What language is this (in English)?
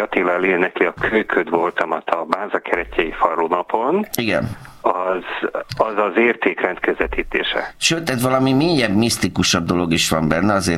Hungarian